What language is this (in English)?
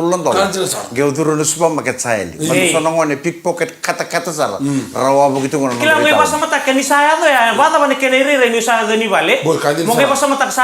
Fijian